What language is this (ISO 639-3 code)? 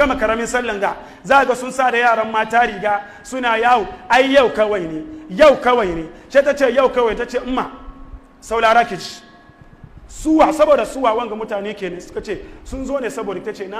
hau